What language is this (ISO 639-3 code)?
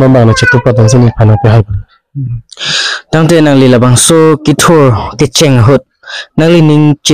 mjw